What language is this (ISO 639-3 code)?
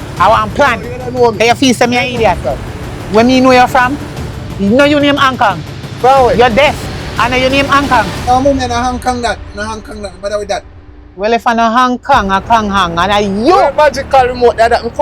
jam